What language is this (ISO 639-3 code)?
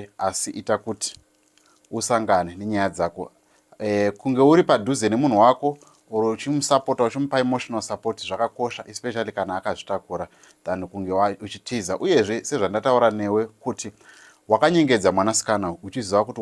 sna